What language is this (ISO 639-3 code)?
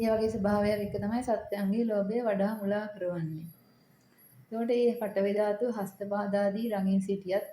sin